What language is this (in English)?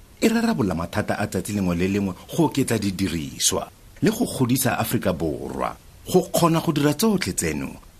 Tswana